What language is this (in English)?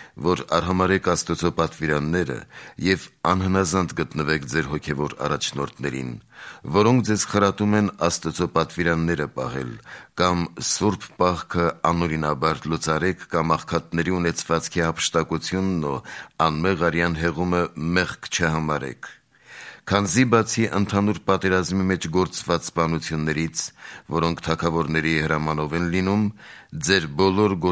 Armenian